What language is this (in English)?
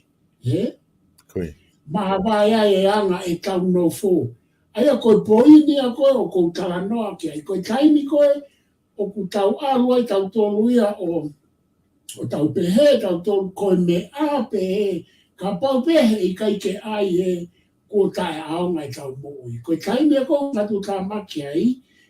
Tongan